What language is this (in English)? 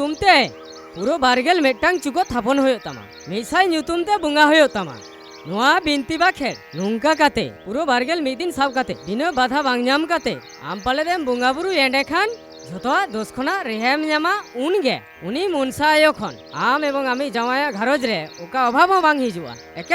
Santali